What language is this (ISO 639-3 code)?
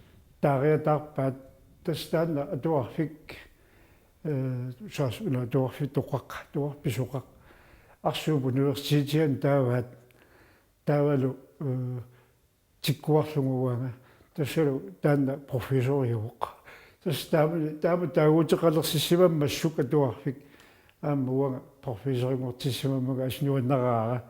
kal